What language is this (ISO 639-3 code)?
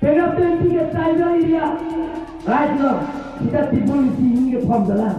mjw